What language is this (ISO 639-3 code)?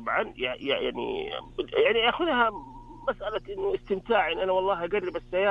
ars